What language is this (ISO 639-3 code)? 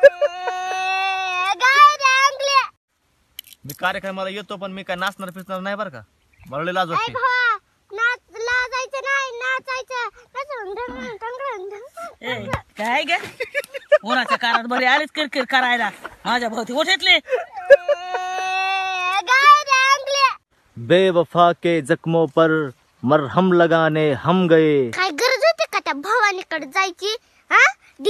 mar